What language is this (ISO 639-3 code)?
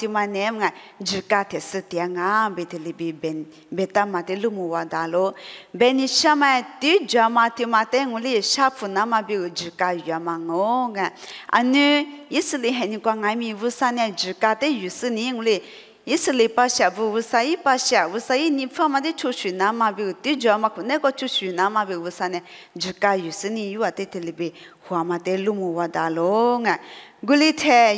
lis